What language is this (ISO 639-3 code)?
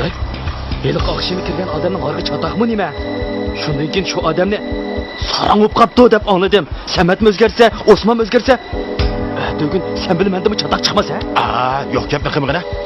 uig